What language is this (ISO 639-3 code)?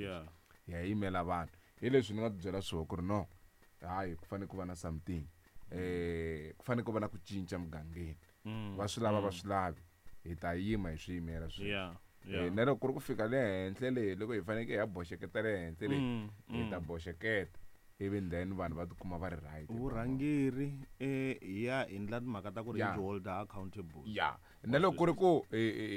tso